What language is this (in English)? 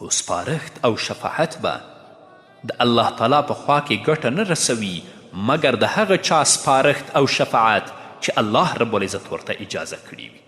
Pashto